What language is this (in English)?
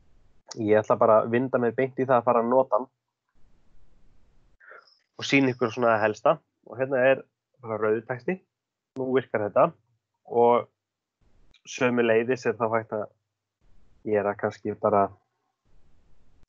Icelandic